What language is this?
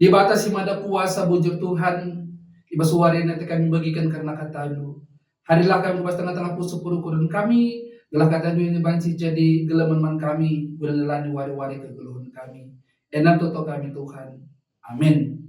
Batak Karo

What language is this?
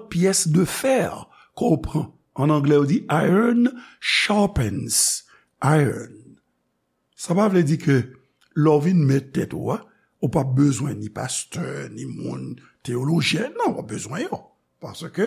Haitian Creole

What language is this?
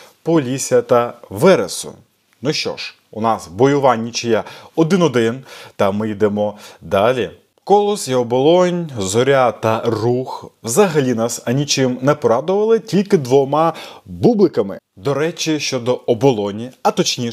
Ukrainian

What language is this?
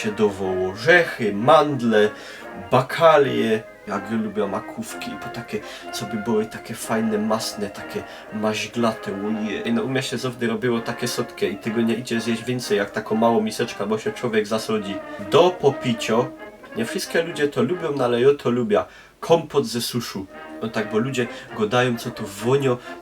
Silesian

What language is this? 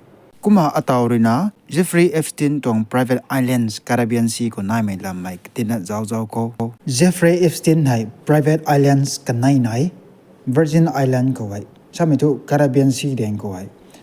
Rongmei Naga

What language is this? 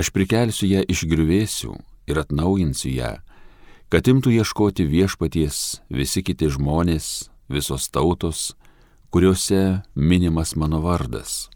Lithuanian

